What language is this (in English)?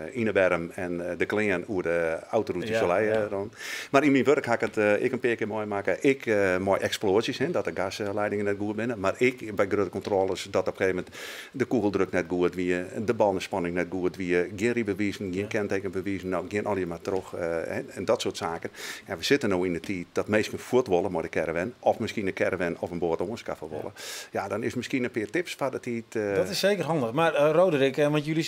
Western Frisian